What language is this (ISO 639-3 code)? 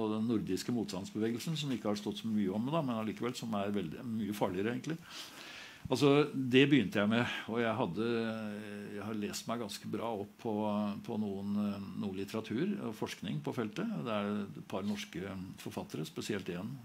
nor